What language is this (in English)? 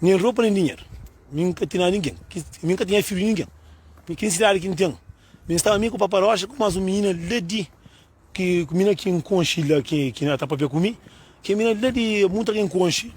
Kabuverdianu